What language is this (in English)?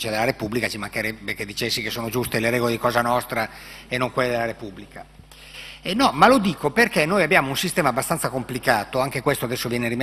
Italian